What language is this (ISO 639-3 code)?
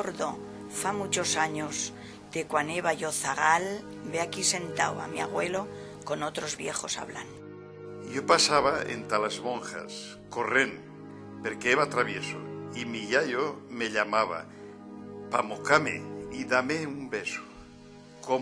arg